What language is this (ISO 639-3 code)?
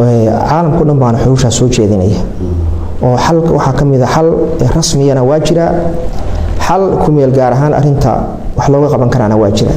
som